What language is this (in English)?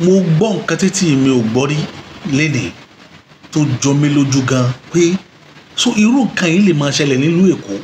Yoruba